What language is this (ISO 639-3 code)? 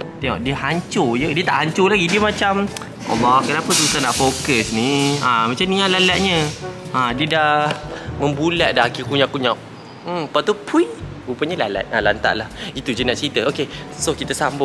msa